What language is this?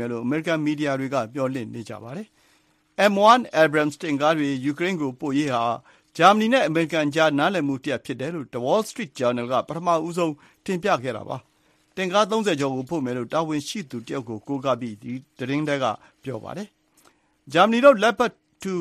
Burmese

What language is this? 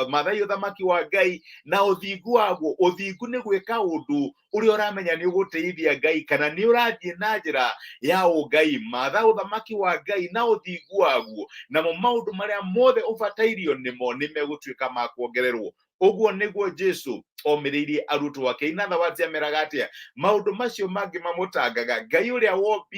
Kikuyu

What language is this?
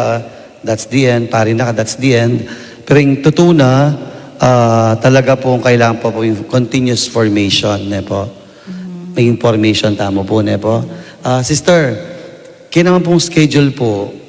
Pampanga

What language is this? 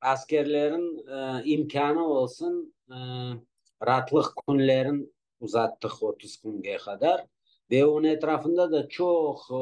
Crimean Tatar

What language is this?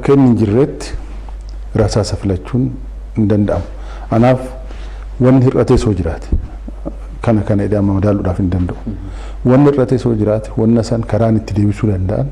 Oromo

